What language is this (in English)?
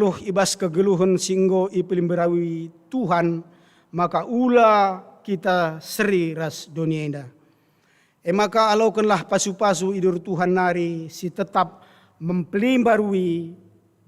Batak Karo